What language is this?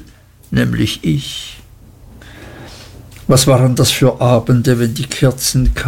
German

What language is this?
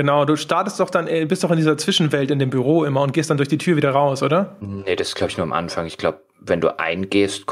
German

